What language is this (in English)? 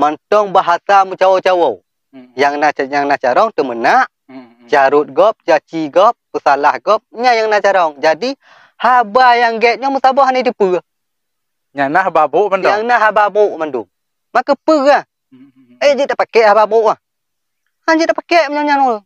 Achinese